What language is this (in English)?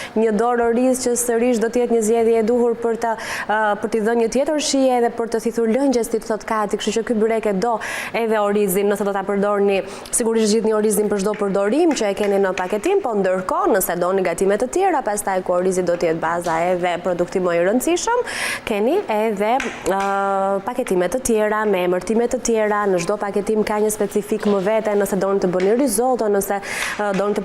Albanian